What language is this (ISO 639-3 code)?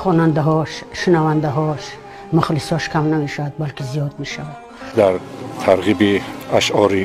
tgk